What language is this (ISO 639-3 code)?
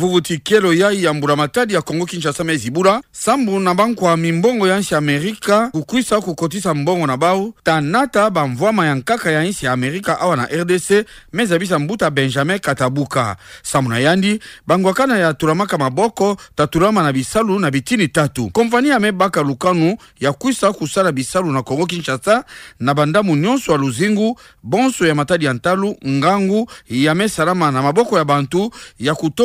ktu